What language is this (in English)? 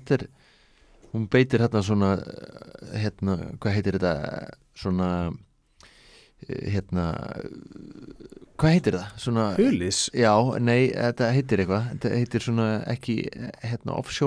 Icelandic